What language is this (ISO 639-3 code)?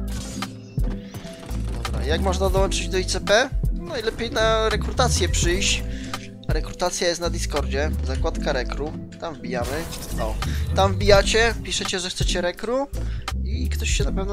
pol